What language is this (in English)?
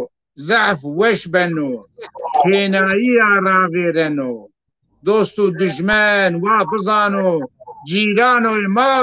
Zaza